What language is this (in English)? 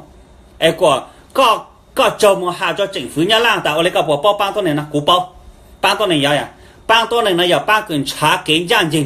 Hmong